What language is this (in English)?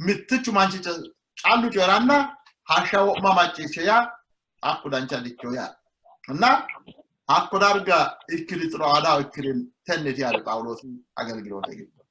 Sidamo